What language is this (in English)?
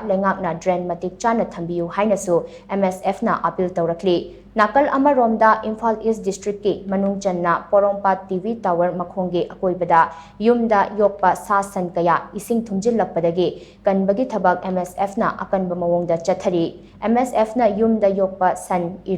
Manipuri